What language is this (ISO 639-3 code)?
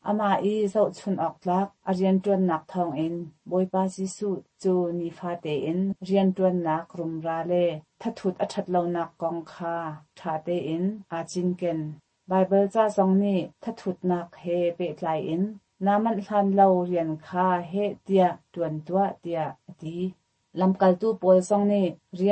cnh